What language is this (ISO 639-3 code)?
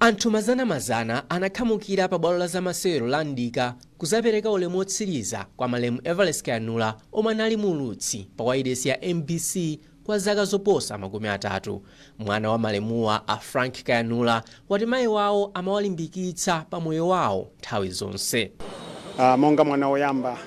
nya